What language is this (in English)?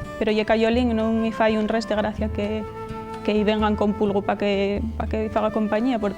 Asturian